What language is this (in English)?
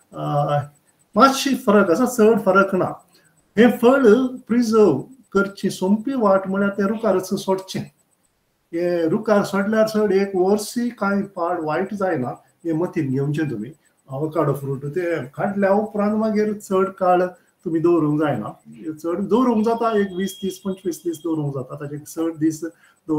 Konkani